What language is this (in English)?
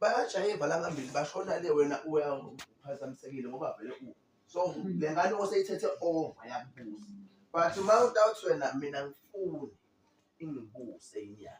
Zulu